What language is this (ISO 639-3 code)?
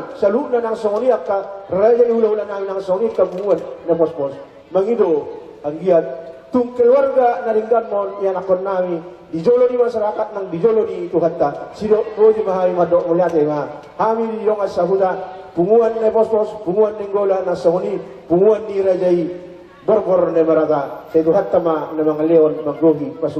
bbc